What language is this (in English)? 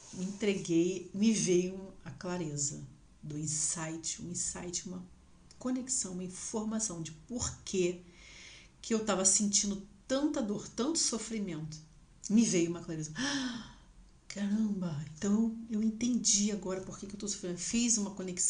Portuguese